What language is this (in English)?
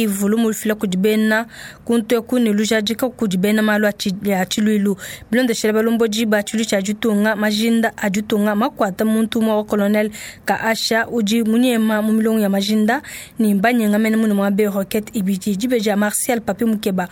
Luba-Lulua